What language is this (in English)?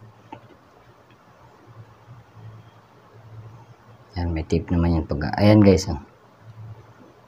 Filipino